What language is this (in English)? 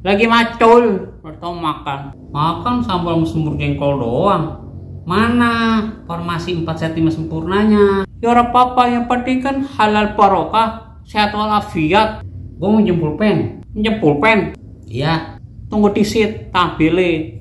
Betawi